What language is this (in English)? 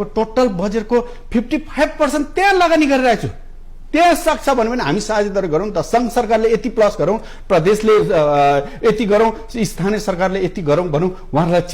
Nepali